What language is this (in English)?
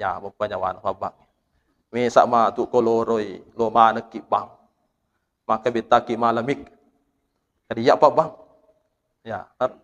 Buginese